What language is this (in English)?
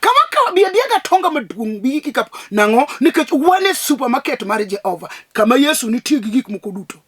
Luo (Kenya and Tanzania)